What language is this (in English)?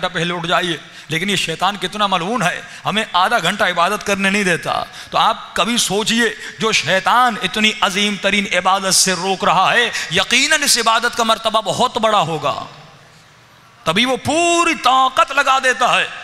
Urdu